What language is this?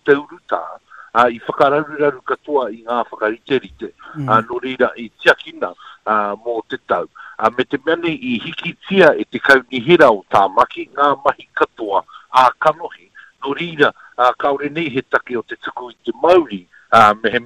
Māori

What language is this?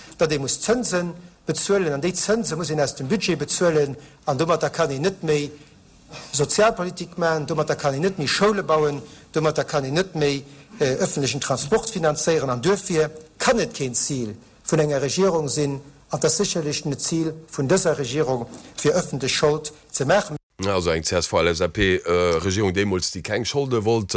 Luxembourgish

